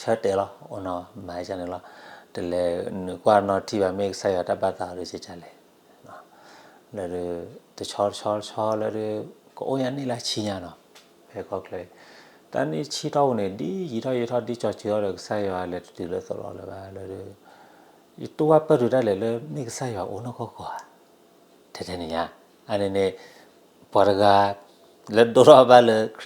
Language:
S'gaw Karen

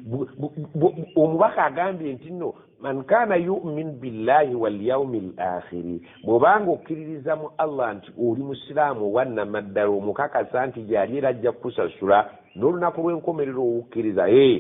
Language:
Ganda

